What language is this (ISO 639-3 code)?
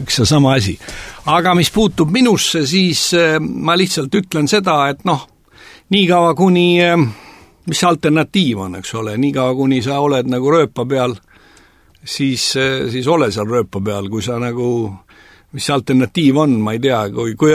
est